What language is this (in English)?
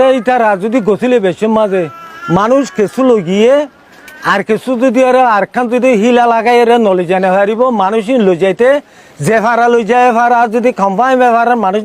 Rohingya